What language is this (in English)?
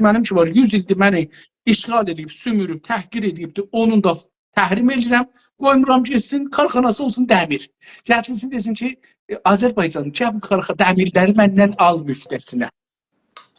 South Azerbaijani